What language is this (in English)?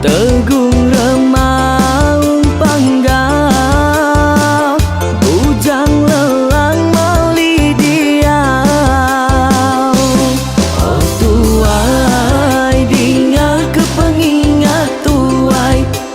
Iban